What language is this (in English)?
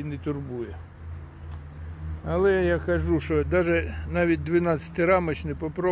Ukrainian